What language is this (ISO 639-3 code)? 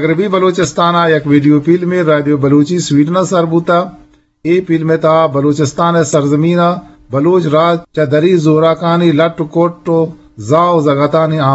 bgp